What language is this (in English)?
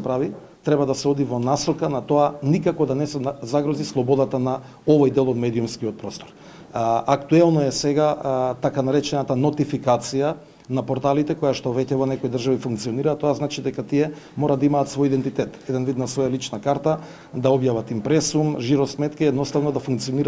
Macedonian